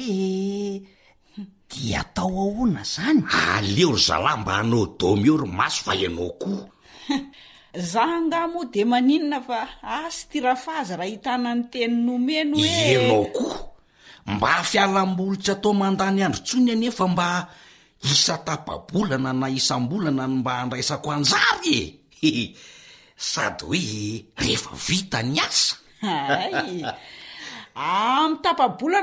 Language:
Malagasy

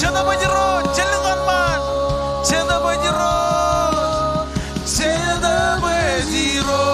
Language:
Marshallese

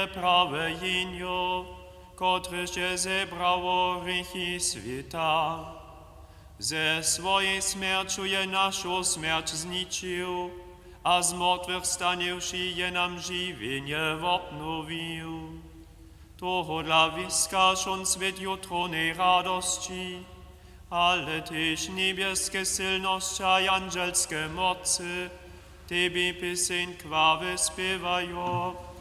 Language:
Upper Sorbian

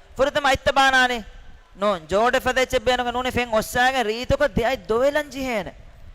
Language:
Divehi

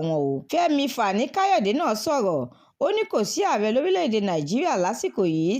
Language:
Yoruba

